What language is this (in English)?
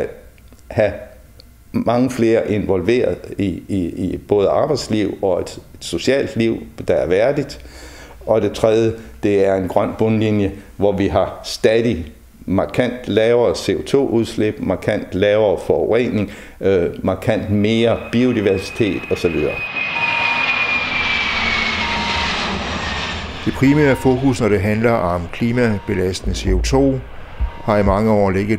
Danish